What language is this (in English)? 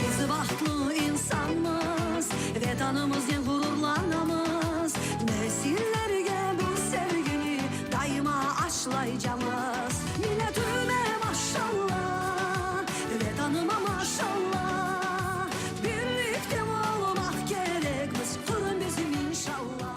Crimean Tatar